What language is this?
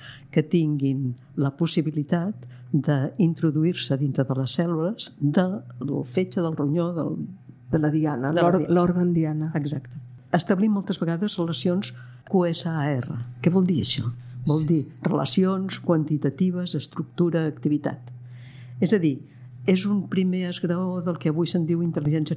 Catalan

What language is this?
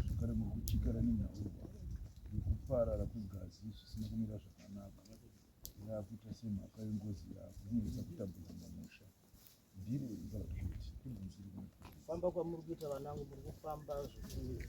Shona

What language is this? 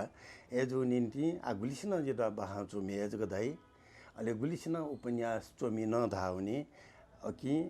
Newari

